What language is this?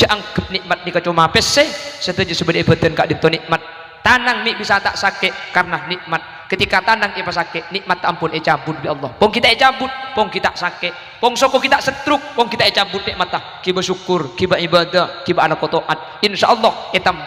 Madurese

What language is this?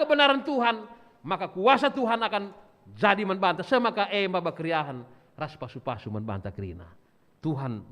Batak Karo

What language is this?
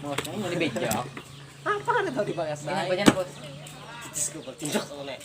Banjar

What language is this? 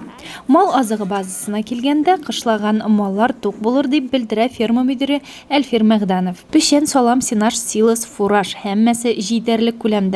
Tatar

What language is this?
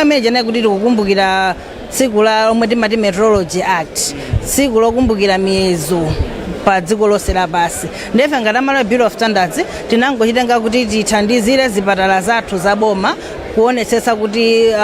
Nyanja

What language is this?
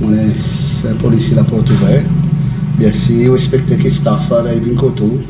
Seselwa Creole French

